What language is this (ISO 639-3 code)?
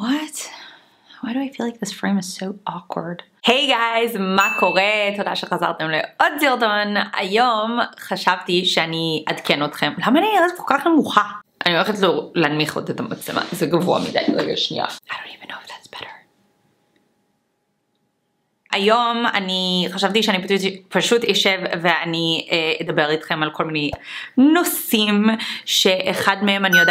heb